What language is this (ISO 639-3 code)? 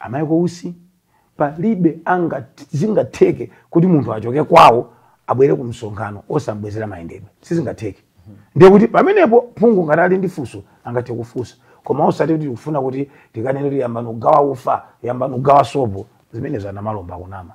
nya